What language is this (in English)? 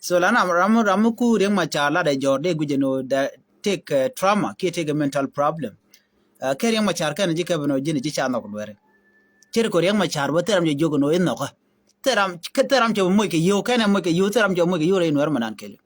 Nuer